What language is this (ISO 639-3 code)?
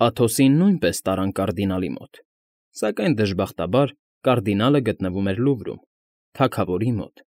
hye